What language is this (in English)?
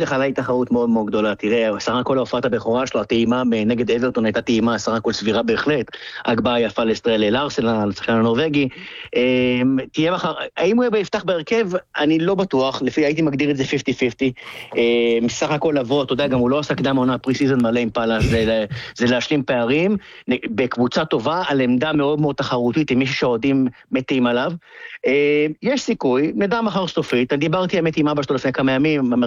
Hebrew